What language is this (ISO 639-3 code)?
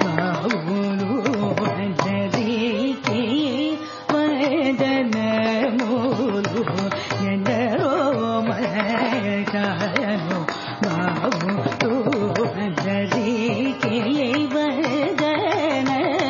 tel